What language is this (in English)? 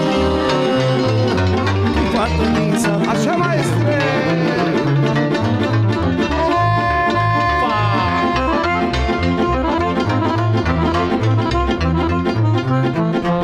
Romanian